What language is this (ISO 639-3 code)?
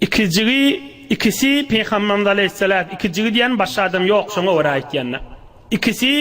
tuk